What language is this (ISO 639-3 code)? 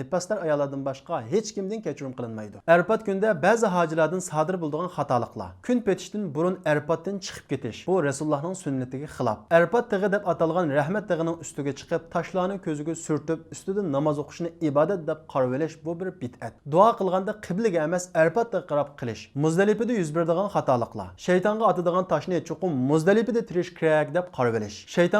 uig